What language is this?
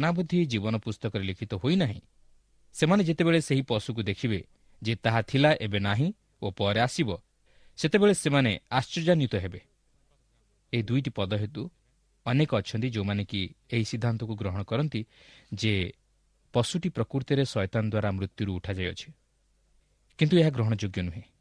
Odia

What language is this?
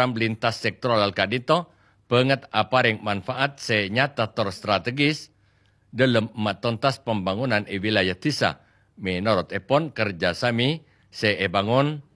Madurese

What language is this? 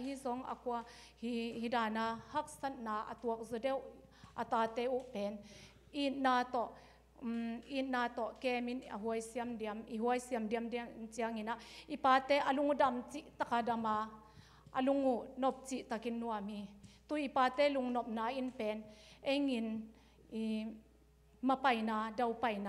Tedim Chin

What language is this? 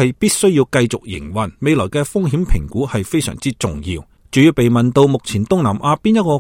Cantonese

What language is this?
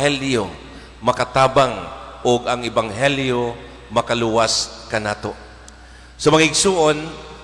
Cebuano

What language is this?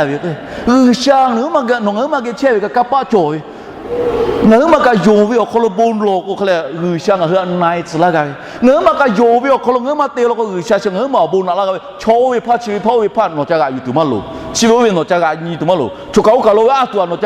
Lahu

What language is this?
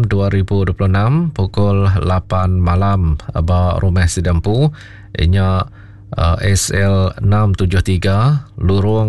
Iban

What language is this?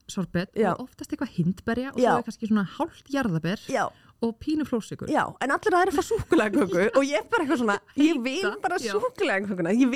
Icelandic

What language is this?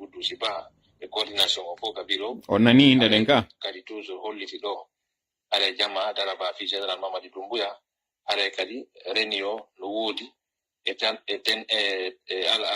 Pular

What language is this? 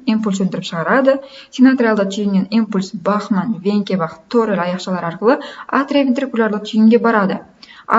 Kazakh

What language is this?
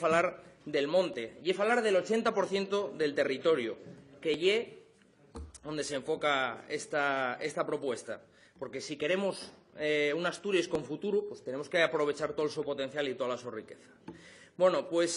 Asturian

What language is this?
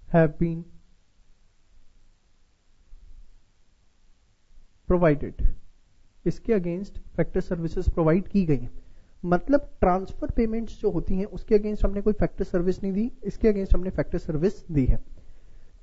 Hindi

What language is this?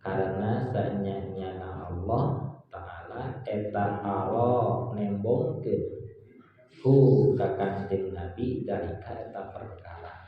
Sundanese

